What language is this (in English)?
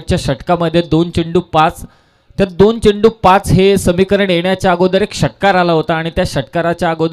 Marathi